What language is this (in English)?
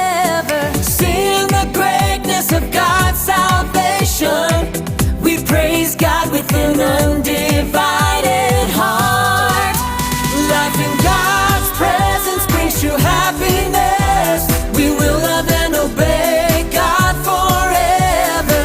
Tangkhul Naga (India)